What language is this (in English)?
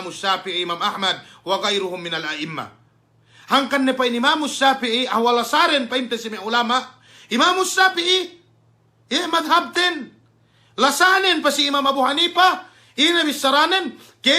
Yakan